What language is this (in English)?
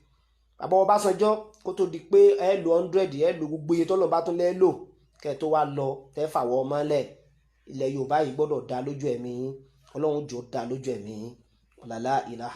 Yoruba